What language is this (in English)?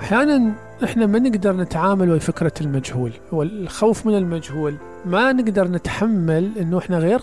Mesopotamian Arabic